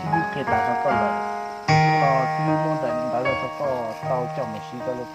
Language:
Hmong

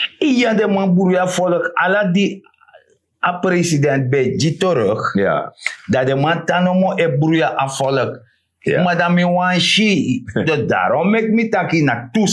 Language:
Sranan Tongo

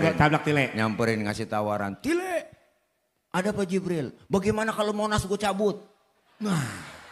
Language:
Betawi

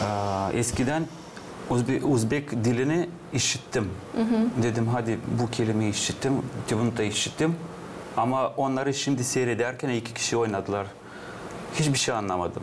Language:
Gagauz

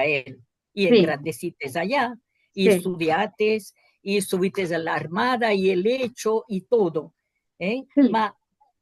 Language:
Ladino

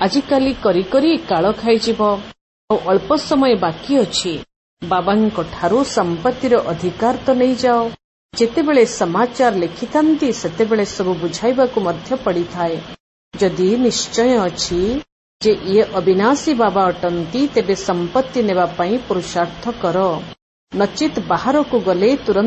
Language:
Odia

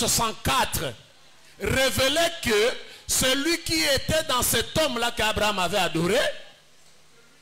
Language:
French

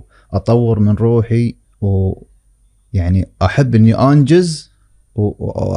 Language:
Gulf Arabic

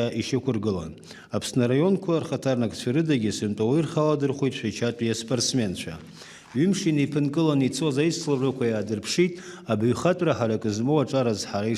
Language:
Abkhazian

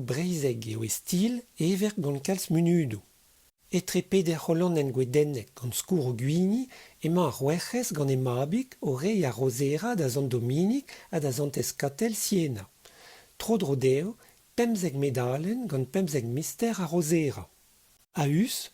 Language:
Breton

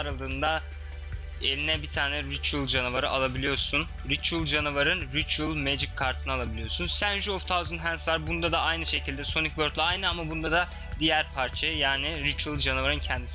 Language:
Turkish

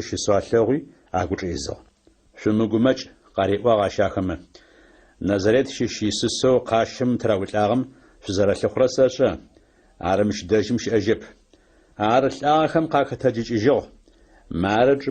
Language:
Adyghe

